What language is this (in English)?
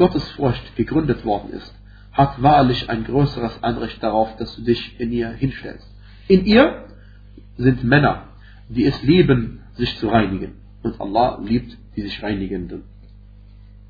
German